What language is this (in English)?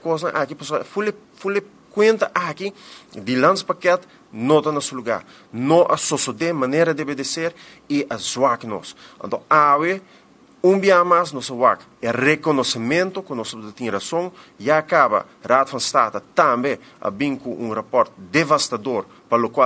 Papiamento